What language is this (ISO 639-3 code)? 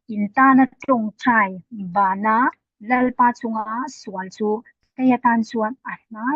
lus